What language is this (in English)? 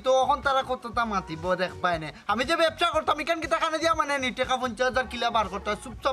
Sylheti